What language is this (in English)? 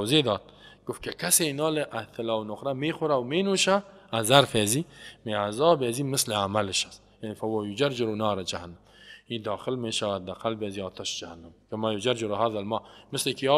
Persian